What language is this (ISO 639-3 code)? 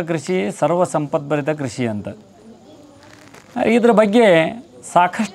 kan